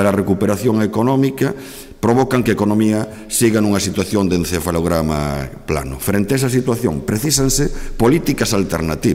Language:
Galician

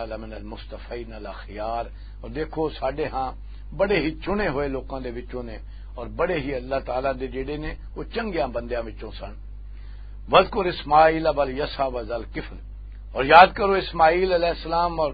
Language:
Western Panjabi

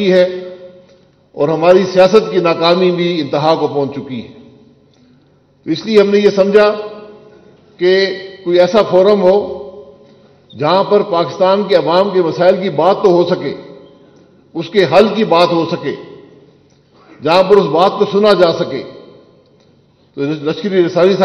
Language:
Urdu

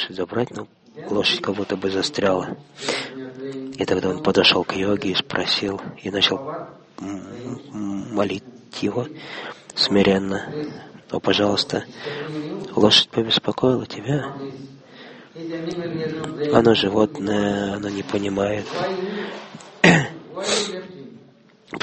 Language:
Russian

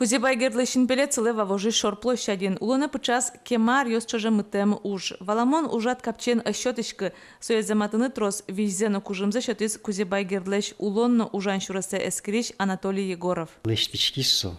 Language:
Udmurt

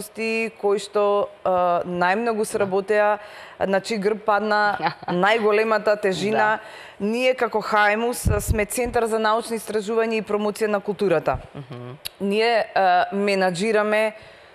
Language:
Macedonian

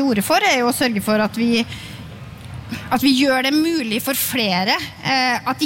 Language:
Norwegian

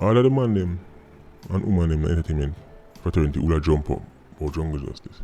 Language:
Jamaican Creole English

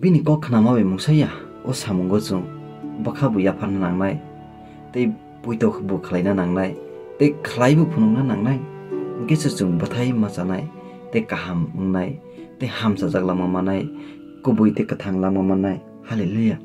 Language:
Kok Borok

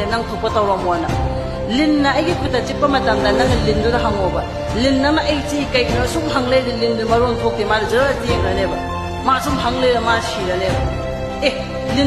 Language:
Manipuri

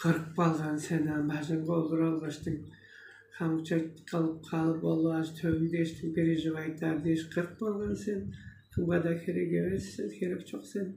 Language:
Tuvinian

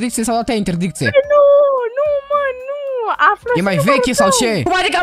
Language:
Romanian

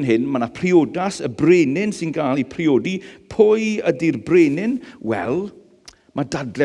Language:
Welsh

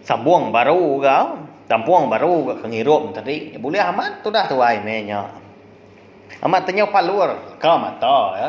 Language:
Iban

